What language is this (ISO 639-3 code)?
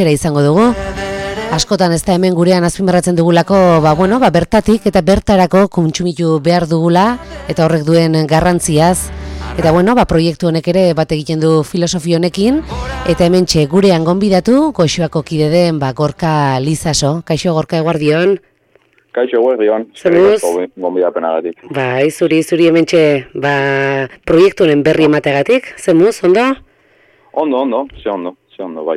eus